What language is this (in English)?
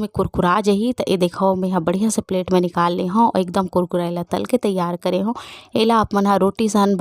Chhattisgarhi